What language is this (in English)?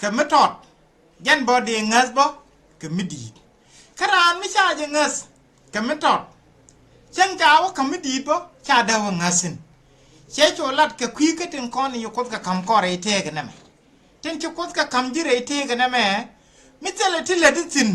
Nuer